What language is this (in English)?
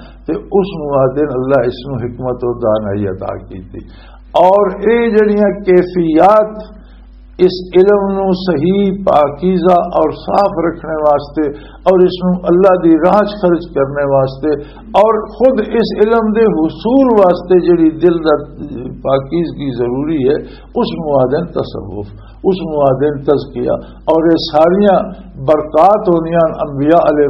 Western Panjabi